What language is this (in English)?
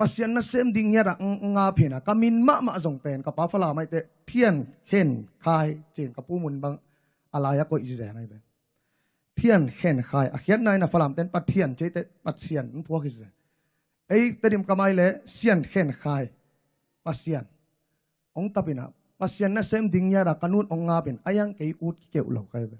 Tedim Chin